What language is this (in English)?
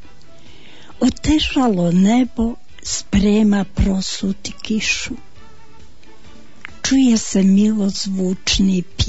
Bosnian